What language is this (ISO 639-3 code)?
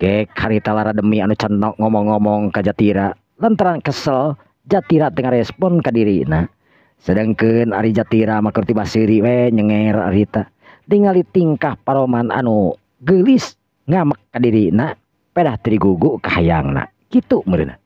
sun